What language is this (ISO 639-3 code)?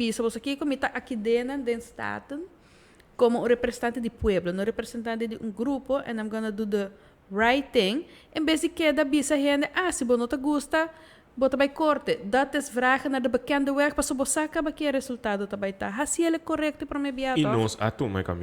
pap